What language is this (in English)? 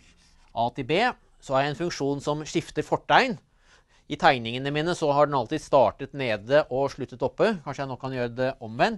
Norwegian